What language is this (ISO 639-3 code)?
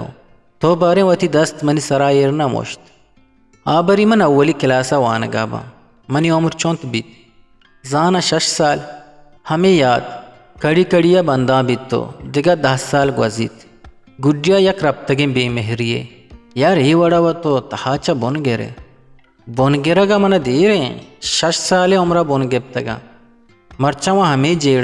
bgp